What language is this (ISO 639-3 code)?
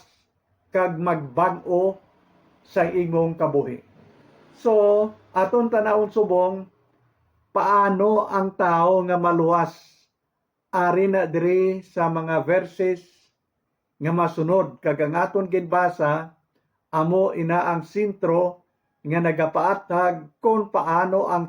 hil